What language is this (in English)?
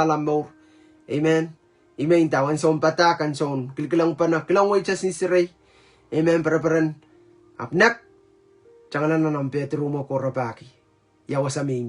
Pohnpeian